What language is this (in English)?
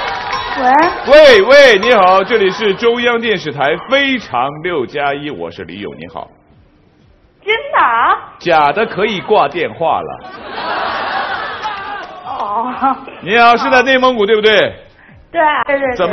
Chinese